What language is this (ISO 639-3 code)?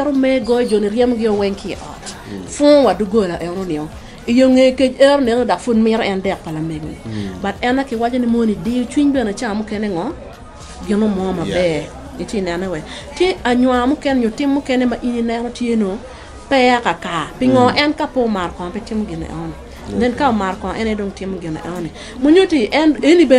ach